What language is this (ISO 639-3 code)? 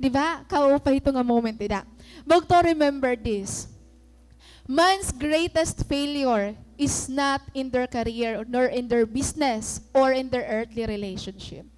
war